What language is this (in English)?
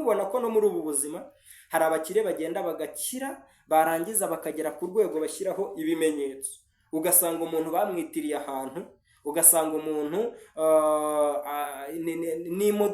Kinyarwanda